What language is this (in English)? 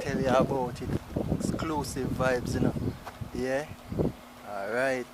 Jamaican Creole English